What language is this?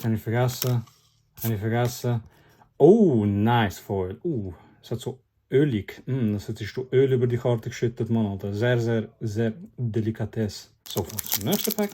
Swiss German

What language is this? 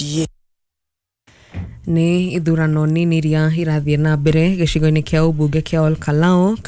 Kikuyu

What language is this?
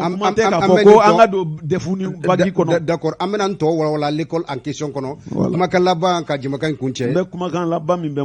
Bambara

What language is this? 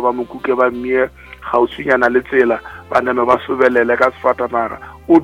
Northern Sotho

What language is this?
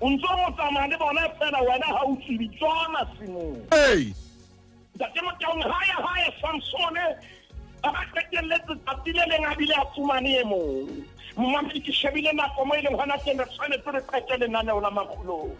Southern Sotho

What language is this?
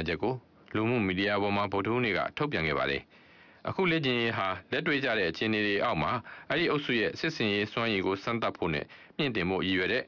Burmese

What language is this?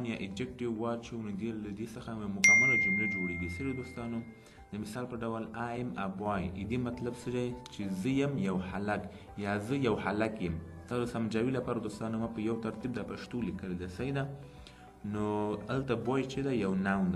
Pashto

